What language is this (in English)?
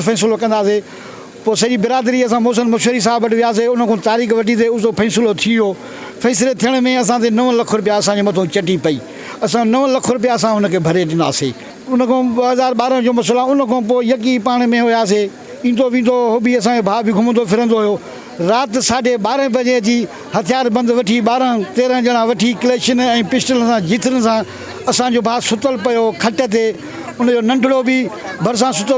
Sindhi